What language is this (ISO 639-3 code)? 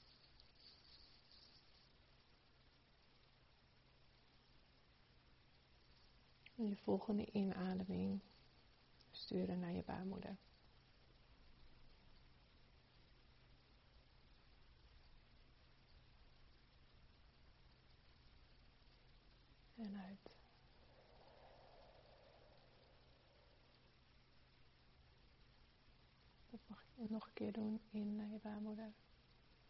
nld